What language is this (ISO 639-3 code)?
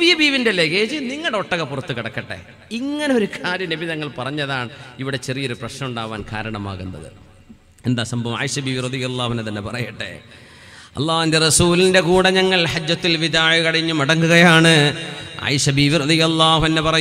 mal